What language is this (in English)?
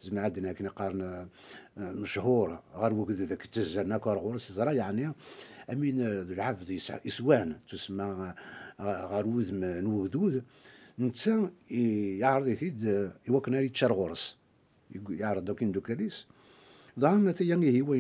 Kabyle